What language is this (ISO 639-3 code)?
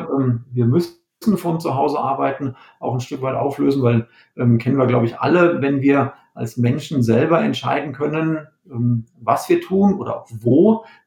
deu